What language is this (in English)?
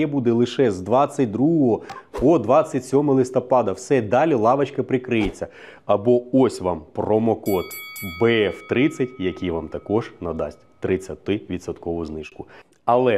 Ukrainian